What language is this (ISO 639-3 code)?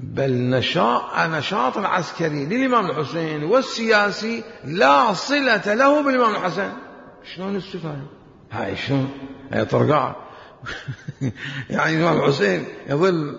acm